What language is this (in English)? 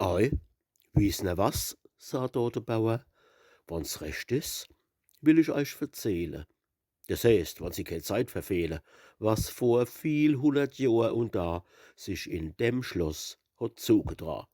Palatine German